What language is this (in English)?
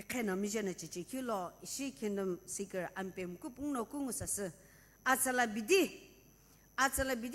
Sumi Naga